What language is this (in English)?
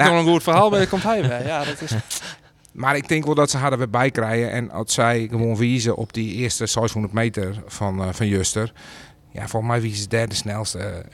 Western Frisian